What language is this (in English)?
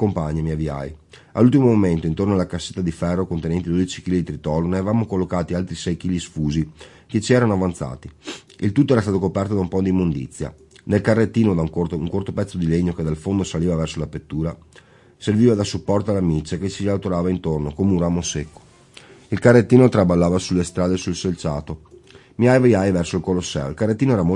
Italian